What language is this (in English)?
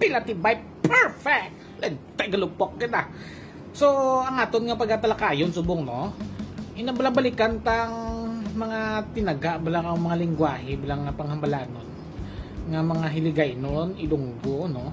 Hiligaynon